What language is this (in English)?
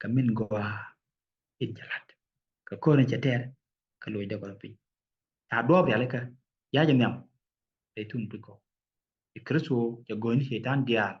Nuer